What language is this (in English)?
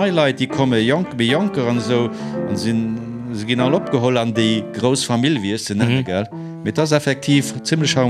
Luxembourgish